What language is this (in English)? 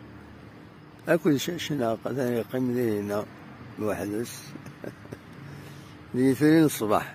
Kabyle